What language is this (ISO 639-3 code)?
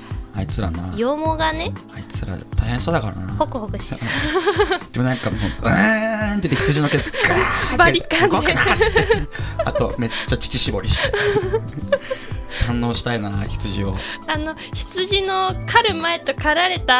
jpn